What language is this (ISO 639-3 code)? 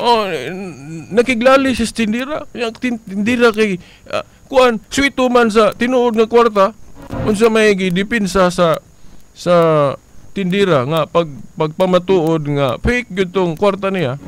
ceb